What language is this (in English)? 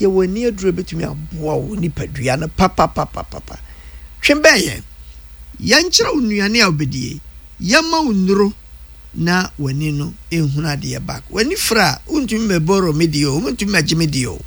Akan